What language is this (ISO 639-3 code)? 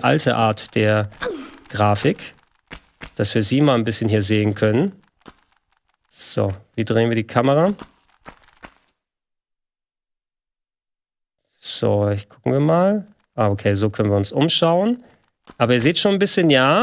deu